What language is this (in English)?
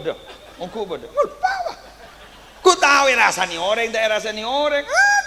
Madurese